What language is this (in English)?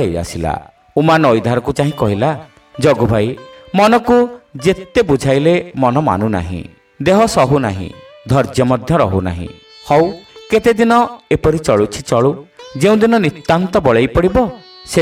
Odia